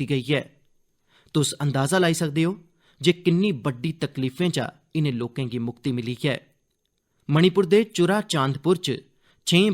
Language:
Dogri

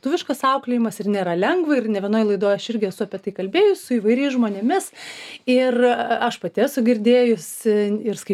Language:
Lithuanian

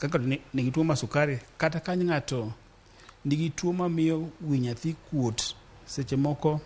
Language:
Luo (Kenya and Tanzania)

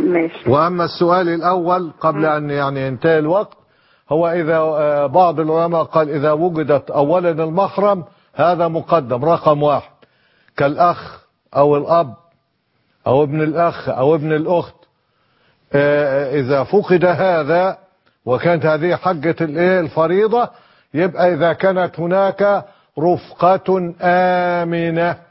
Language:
Arabic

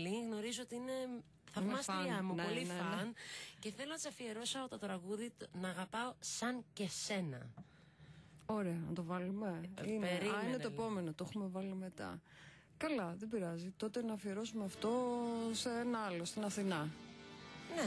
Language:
Greek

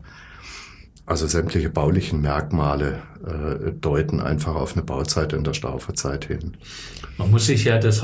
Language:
German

